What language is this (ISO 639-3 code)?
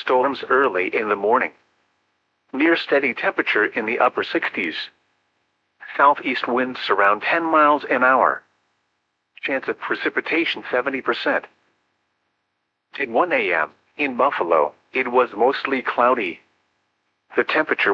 eng